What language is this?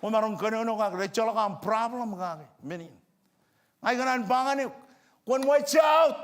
Marshallese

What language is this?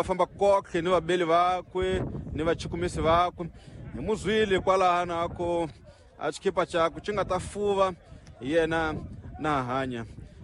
Tsonga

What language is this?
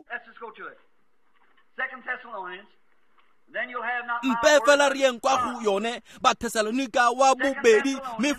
Tswana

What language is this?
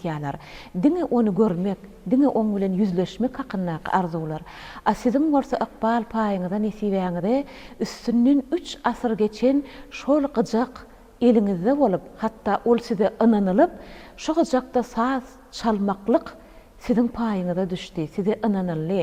Turkmen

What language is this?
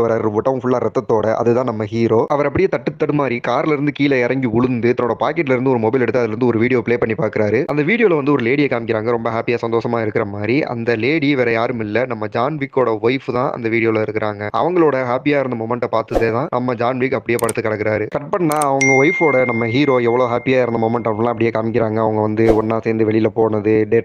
Tamil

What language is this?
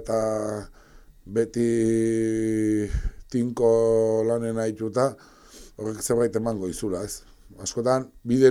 Basque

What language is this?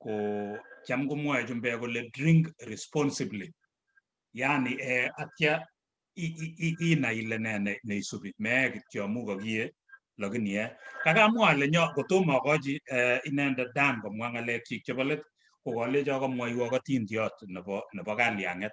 Kalenjin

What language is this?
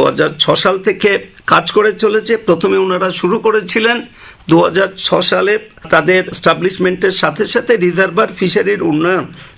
Bangla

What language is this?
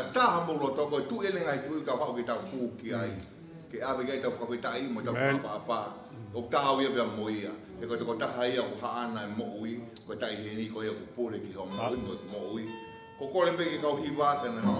Tongan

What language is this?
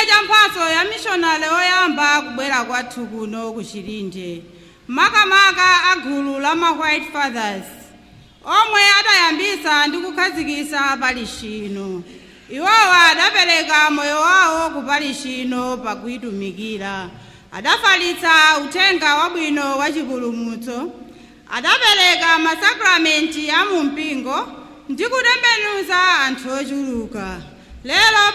Nyanja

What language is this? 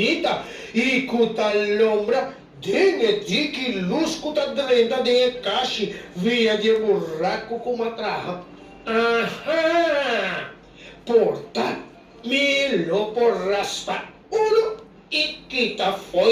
Papiamento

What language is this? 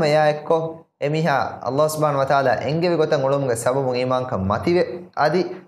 Divehi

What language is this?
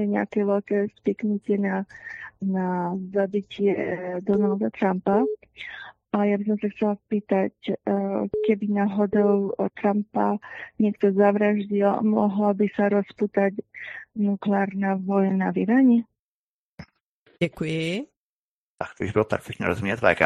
Czech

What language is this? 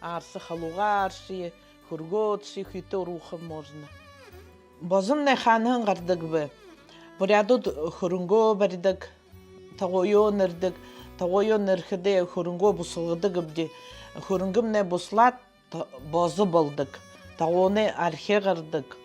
Buriat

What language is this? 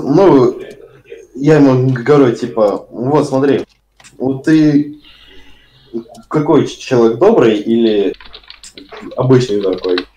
Russian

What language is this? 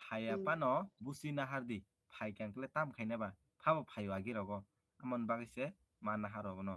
Kok Borok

